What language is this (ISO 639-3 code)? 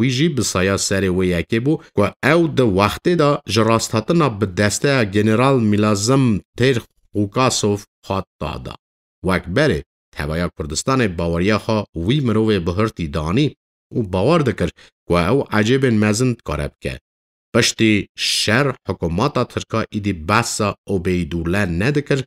kur